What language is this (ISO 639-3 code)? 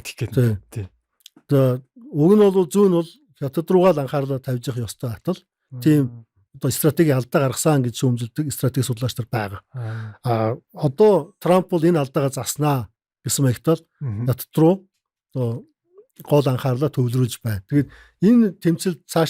mon